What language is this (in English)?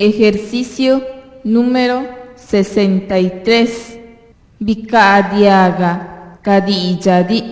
Zapotec